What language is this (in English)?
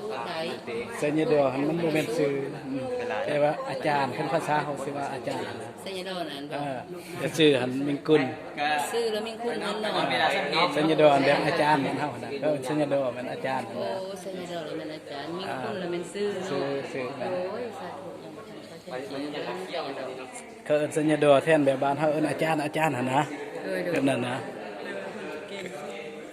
Lao